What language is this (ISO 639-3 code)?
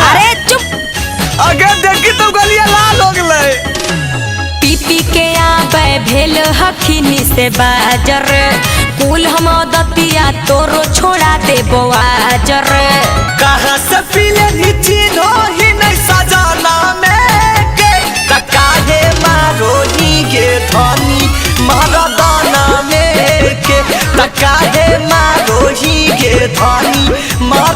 mag